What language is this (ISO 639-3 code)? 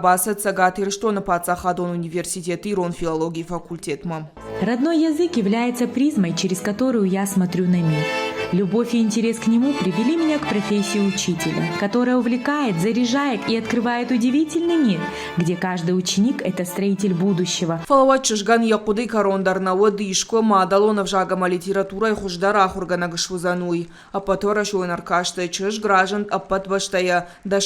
oss